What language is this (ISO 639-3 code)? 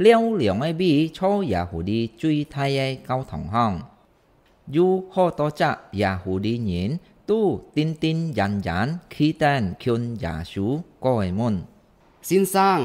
hak